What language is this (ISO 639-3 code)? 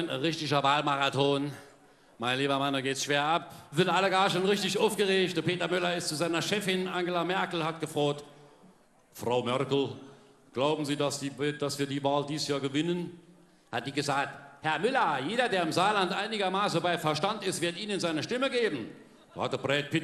pfl